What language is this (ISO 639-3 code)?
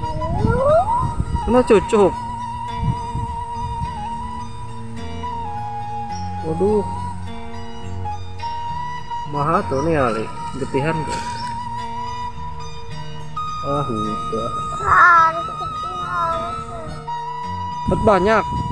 ind